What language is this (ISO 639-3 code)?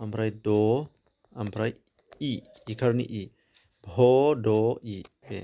brx